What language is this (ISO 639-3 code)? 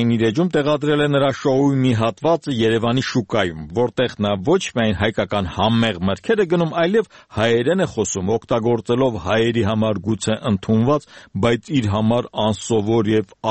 hye